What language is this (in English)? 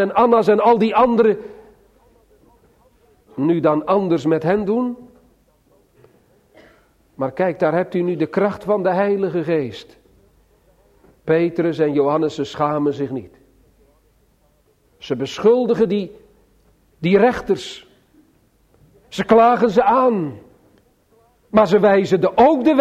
Dutch